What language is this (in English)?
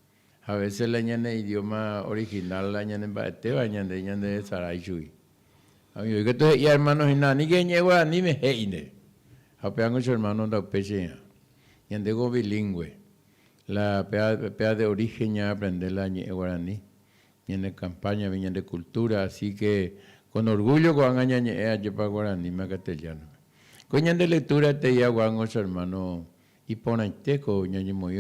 Guarani